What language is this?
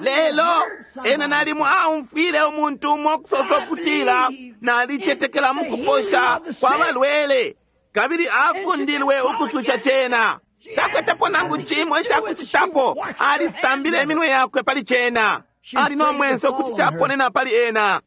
Bemba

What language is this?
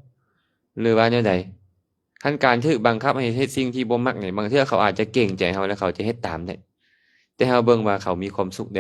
Lao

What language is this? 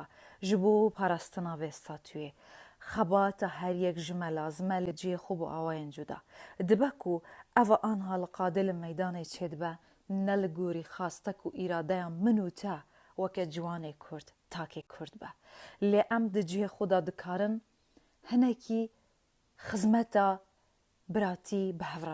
Kurdish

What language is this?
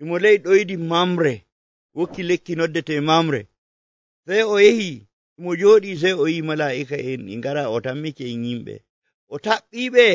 Nigerian Fulfulde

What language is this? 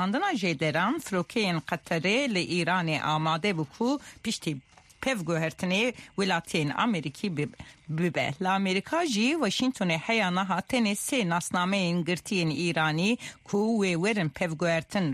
Kurdish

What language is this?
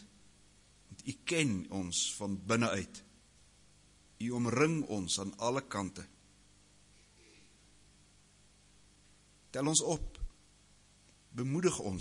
Afrikaans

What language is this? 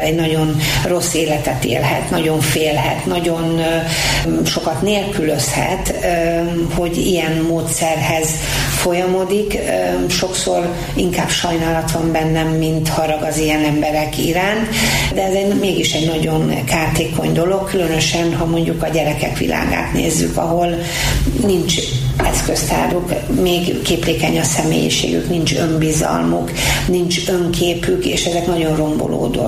Hungarian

